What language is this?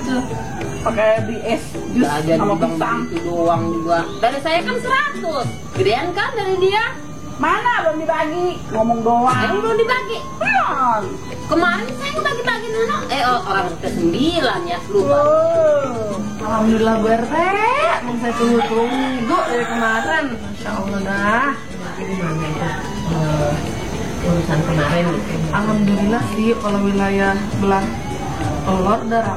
Betawi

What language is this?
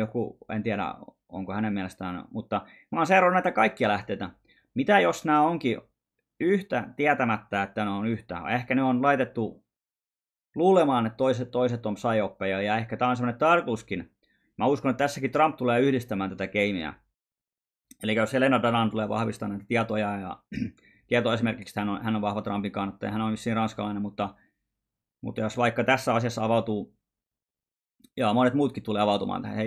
Finnish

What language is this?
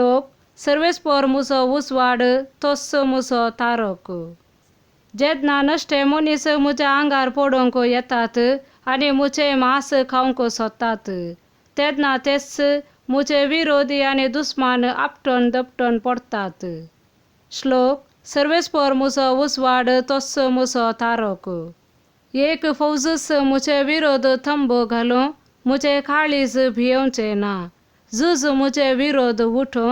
Konkani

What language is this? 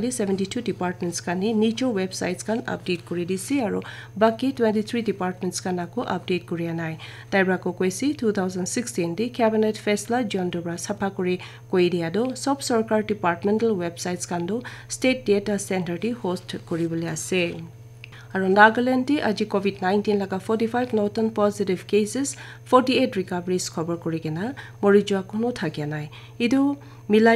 Naga Pidgin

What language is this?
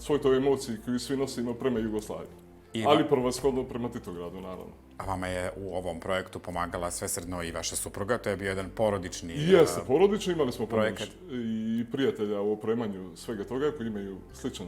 Bosnian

